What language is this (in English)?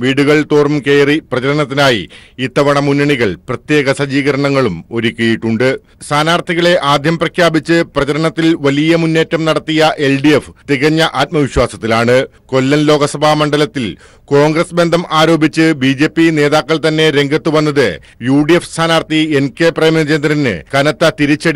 Malayalam